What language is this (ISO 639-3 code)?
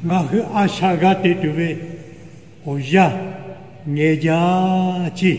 lhu